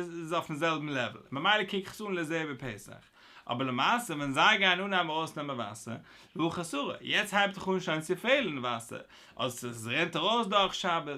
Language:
Yiddish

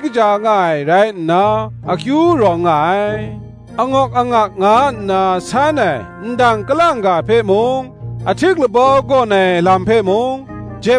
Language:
Kachin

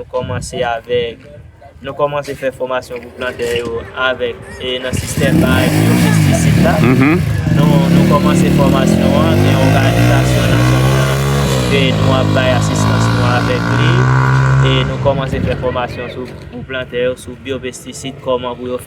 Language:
Haitian Creole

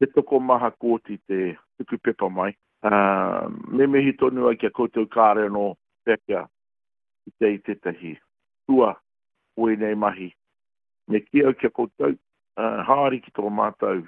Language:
Māori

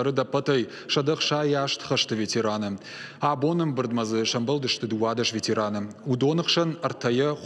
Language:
Ossetic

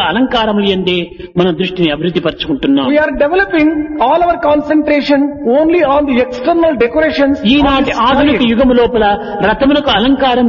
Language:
Telugu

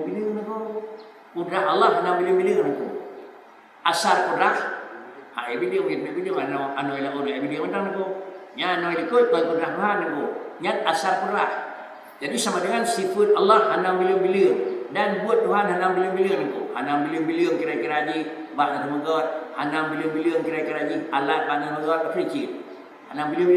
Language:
Achinese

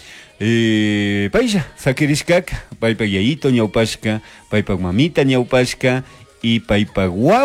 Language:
Chimborazo Highland Quichua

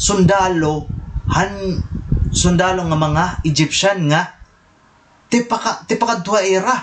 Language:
Waray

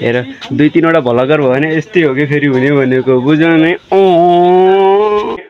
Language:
Nepali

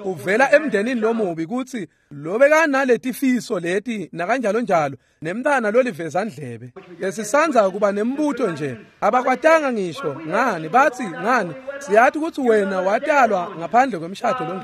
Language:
Swati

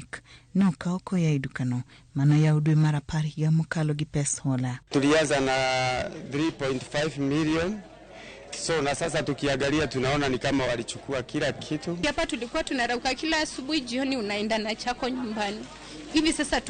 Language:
Luo (Kenya and Tanzania)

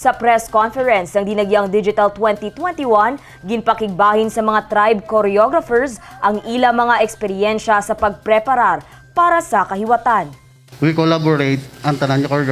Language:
Hiligaynon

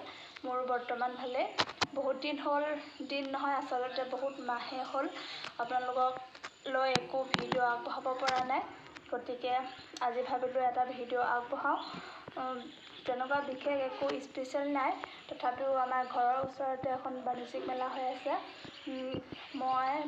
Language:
Assamese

